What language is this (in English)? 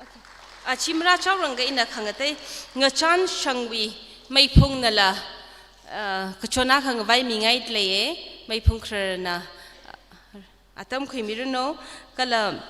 Tangkhul Naga (India)